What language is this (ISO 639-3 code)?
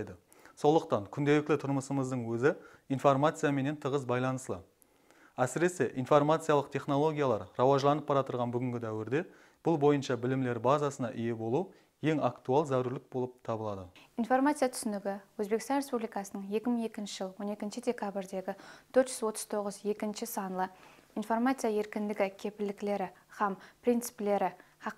kaa